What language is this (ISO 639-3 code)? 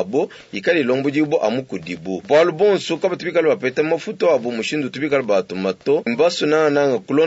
lua